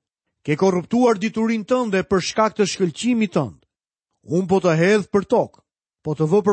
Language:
Albanian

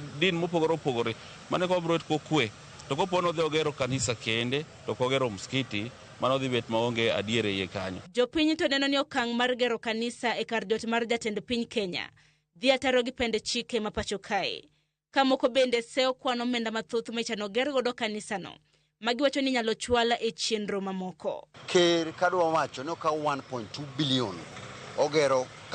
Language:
Luo (Kenya and Tanzania)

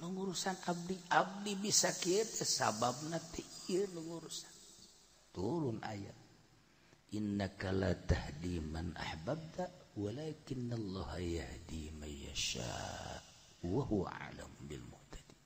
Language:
Sundanese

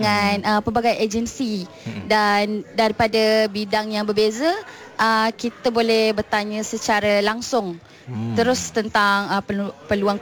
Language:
Malay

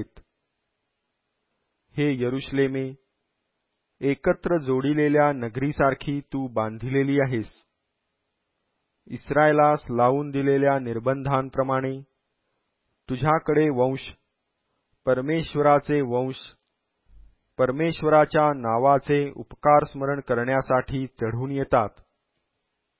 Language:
Marathi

